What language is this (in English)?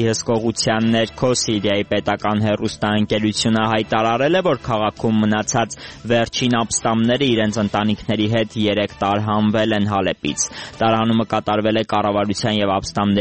Armenian